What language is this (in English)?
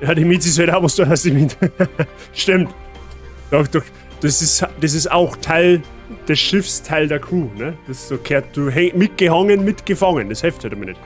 Bavarian